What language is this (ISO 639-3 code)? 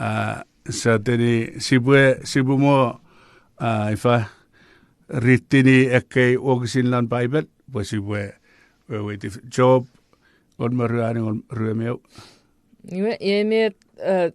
chk